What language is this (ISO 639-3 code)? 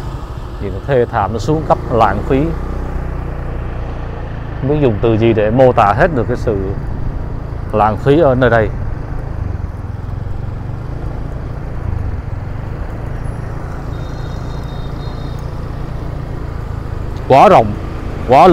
vie